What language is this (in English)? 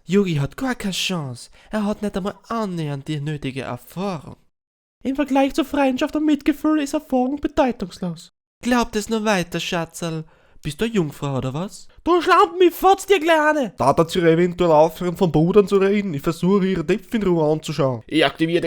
Bavarian